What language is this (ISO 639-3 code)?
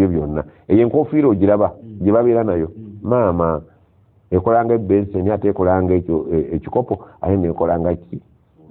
lug